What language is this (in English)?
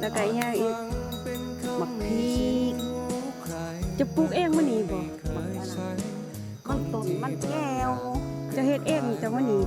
Lao